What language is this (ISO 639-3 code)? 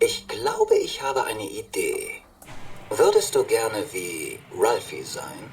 bar